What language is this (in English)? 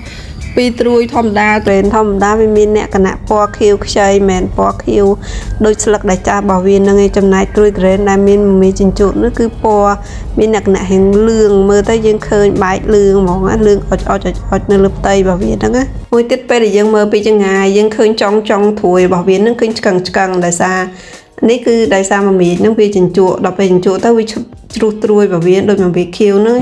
Khmer